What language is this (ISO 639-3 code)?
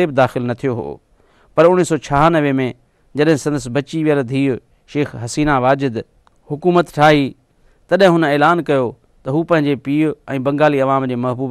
snd